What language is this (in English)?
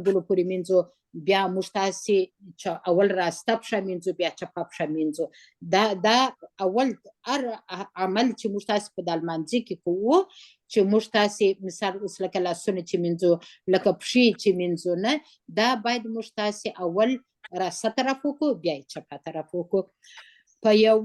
Pashto